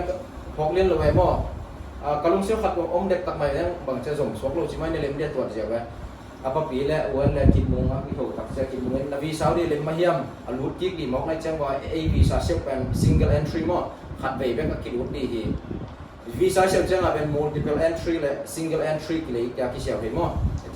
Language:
Tedim Chin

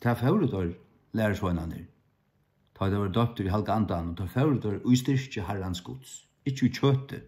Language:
Faroese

